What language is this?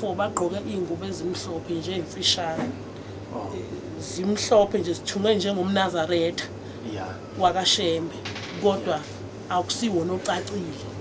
Zulu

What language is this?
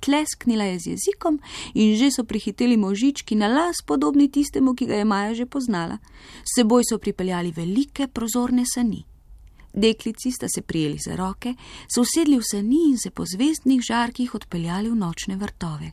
Slovenian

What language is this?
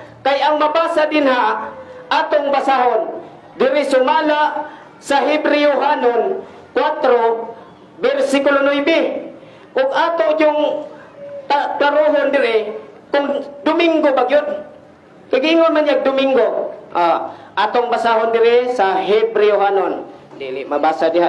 Cebuano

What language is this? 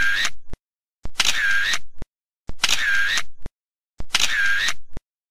Malay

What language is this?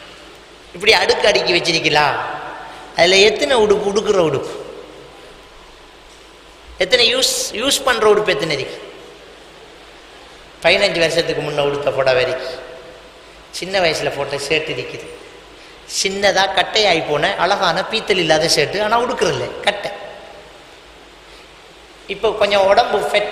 Tamil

